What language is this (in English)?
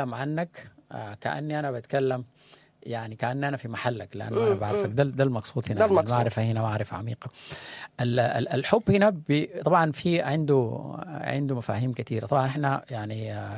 Sudanese Arabic